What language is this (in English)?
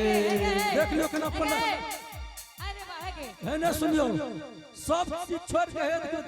Angika